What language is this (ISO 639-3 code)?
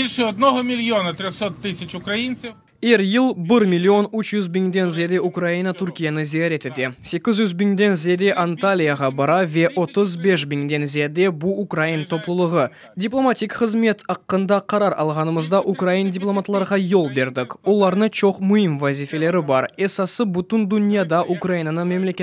crh